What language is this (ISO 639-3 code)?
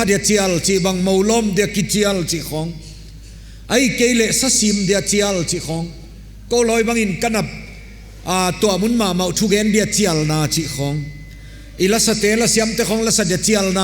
pck